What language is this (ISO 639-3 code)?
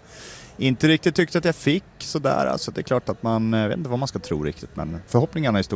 swe